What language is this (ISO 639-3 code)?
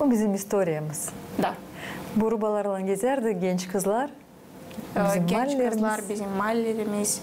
gag